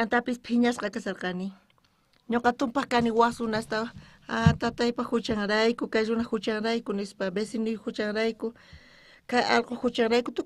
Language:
South Bolivian Quechua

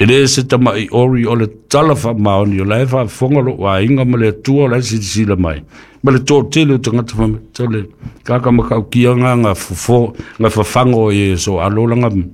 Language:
Samoan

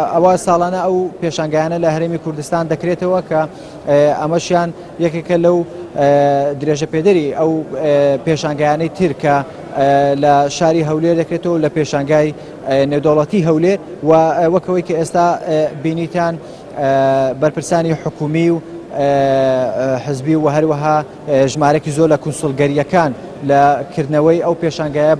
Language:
Central Kurdish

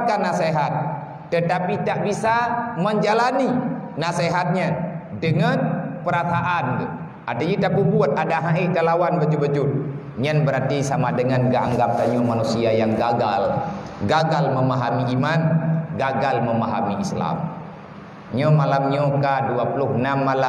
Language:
Achinese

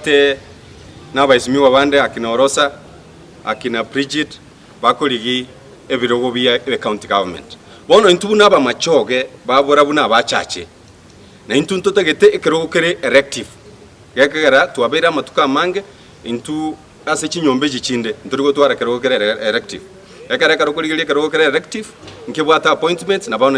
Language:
Gusii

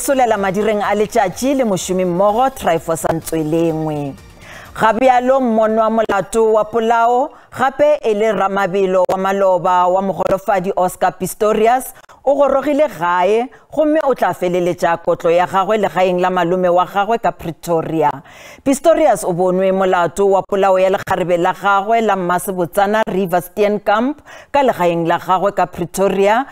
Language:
Northern Sotho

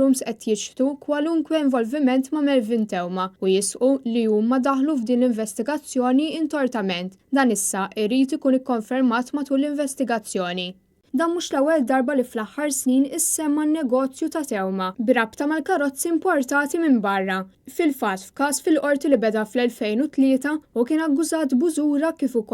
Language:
Maltese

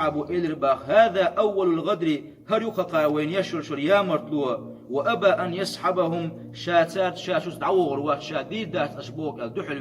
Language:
Chechen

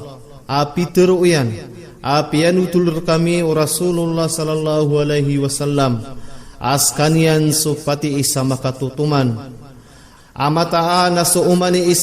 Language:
Maranao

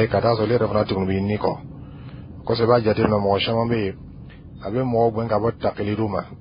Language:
Dyula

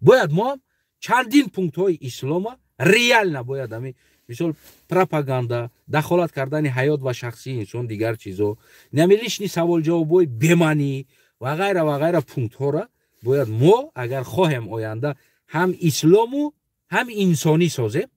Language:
Tajik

